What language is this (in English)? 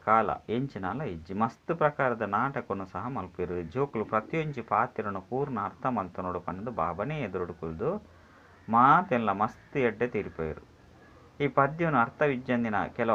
Tulu